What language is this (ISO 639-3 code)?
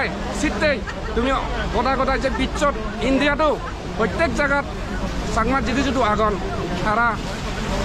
ccp